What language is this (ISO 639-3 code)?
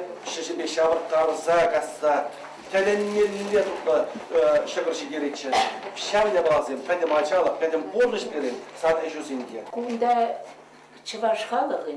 chv